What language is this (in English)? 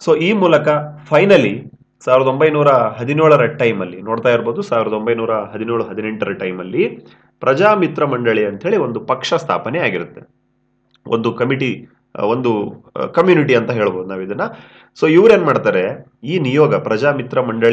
Kannada